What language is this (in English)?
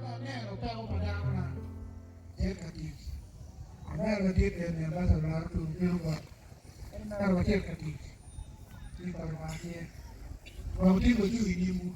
Acoli